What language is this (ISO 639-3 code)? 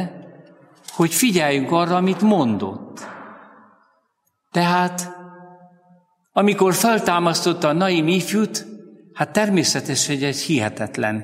hun